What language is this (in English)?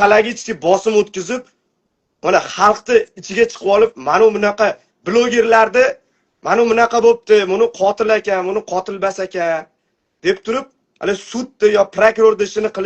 Uzbek